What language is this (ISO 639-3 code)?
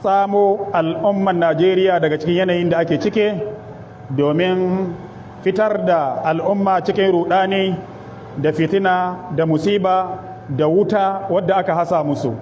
hau